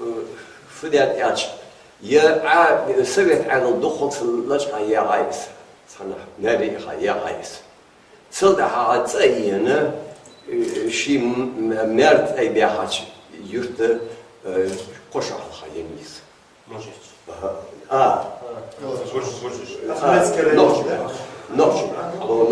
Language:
Ingush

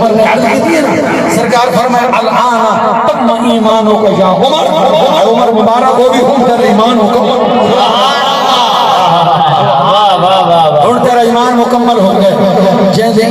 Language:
Saraiki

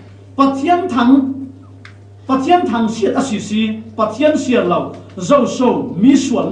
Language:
Falam Chin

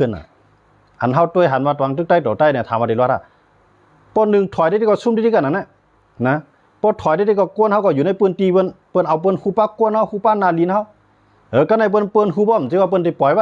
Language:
Shan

